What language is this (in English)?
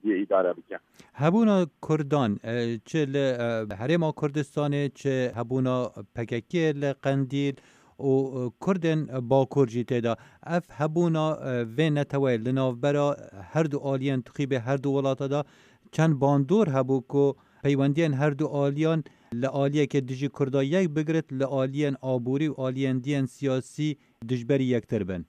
Kurdish